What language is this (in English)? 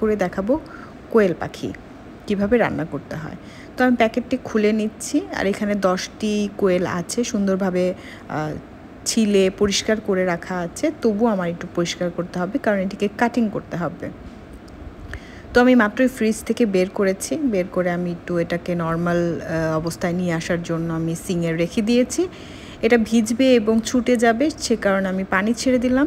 Bangla